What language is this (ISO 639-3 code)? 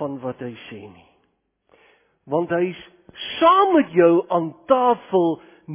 afr